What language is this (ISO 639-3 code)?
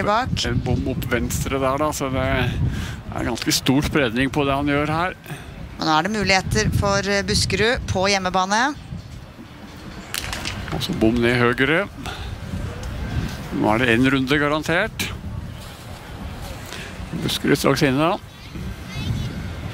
nor